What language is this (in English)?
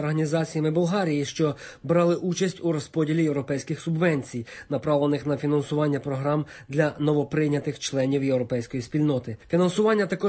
Ukrainian